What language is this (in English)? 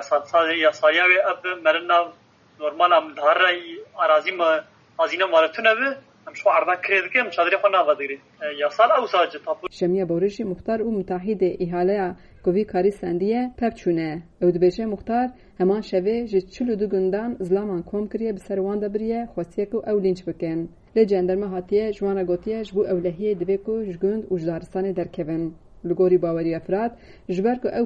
Kurdish